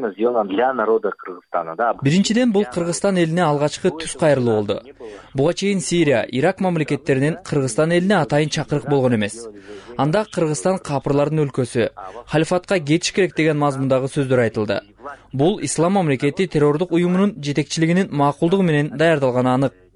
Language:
Kyrgyz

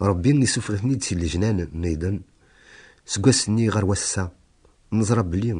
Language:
Kabyle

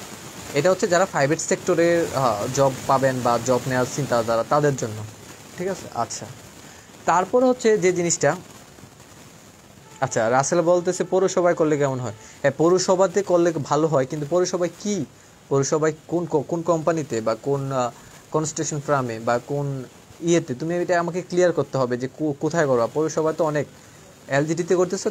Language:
Bangla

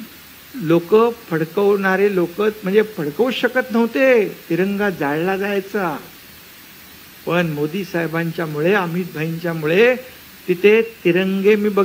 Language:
Marathi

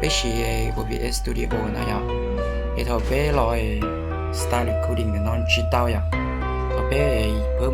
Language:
Hmong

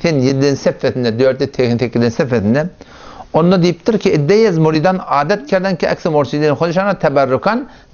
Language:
Turkmen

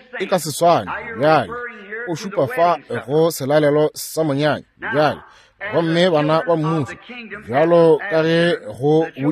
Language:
Northern Sotho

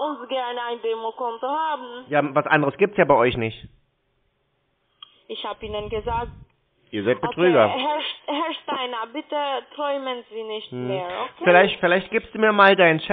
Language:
German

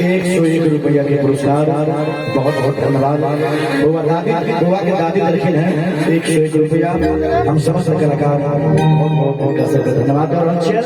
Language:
Maithili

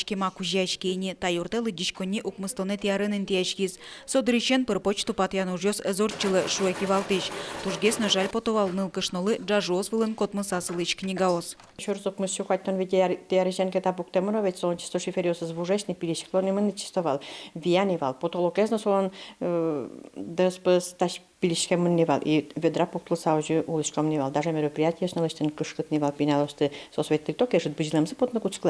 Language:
Udmurt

